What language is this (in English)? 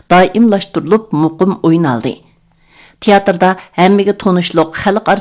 Uyghur